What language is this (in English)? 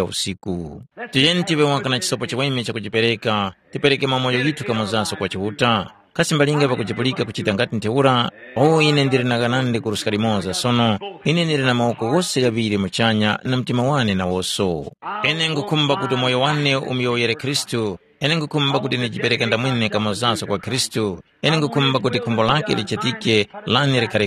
Tumbuka